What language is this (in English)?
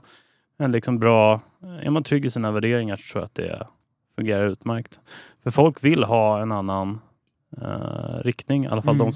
Swedish